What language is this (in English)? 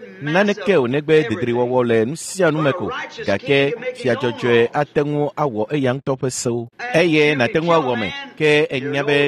Ewe